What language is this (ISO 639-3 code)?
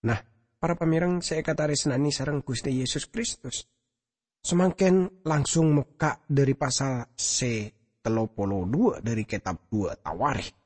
mad